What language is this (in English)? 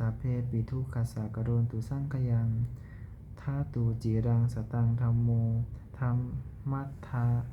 Pali